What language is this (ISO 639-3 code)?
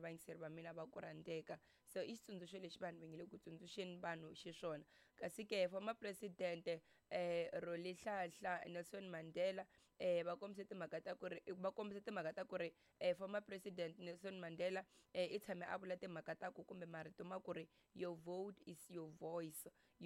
tso